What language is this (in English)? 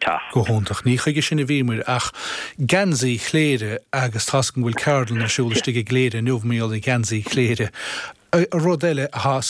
Irish